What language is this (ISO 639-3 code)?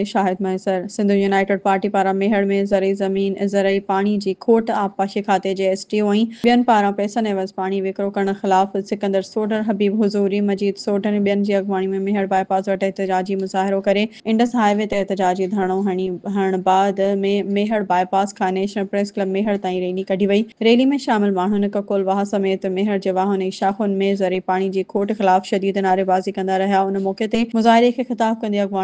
snd